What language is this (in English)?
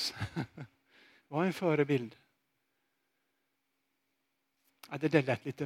Swedish